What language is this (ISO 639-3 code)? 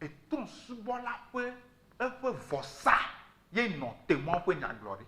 ewe